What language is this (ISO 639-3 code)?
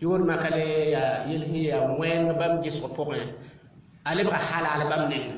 mos